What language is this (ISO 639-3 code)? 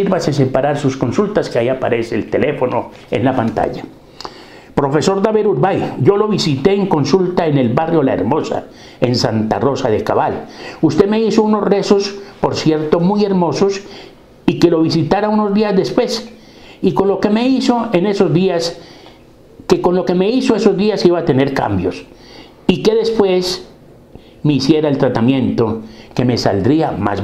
spa